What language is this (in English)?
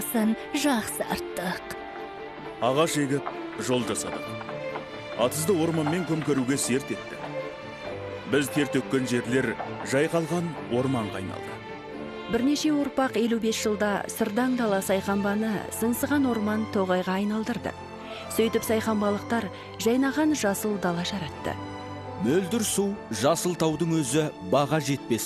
Kazakh